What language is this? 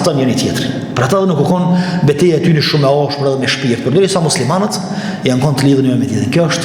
Albanian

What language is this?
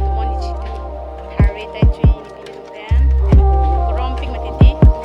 Karbi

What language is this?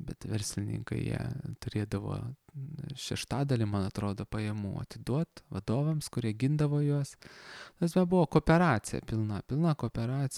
Lithuanian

